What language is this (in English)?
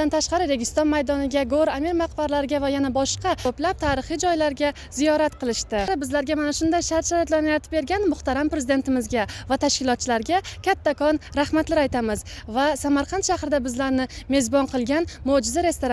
Uzbek